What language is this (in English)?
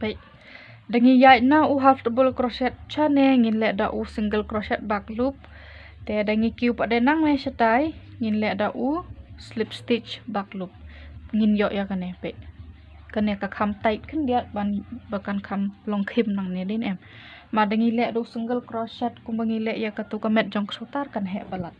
Khasi